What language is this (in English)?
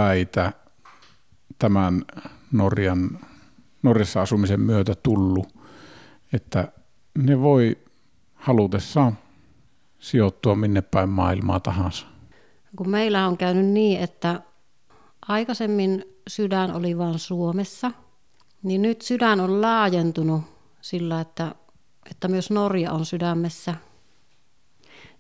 Finnish